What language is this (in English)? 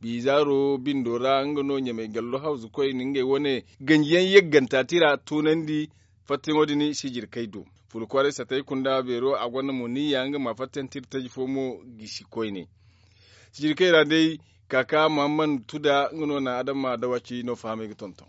Zarma